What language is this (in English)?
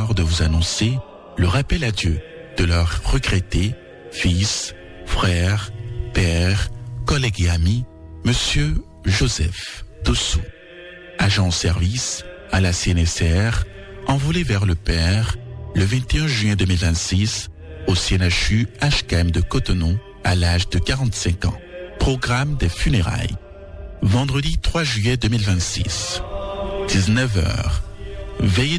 French